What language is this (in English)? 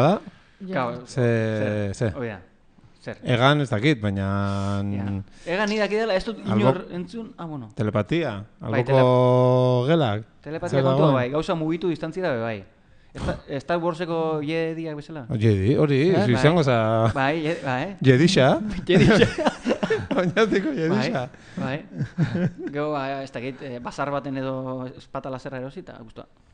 Basque